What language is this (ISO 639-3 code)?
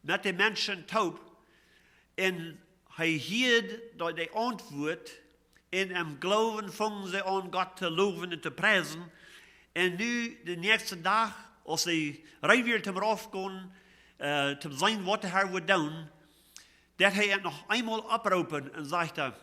pdt